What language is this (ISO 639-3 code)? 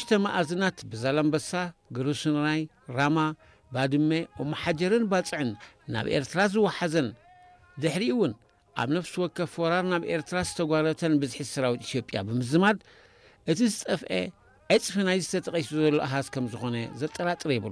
tir